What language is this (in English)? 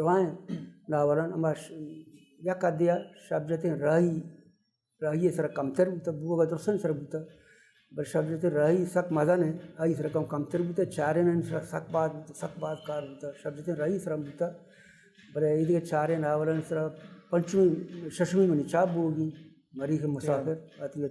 Baluchi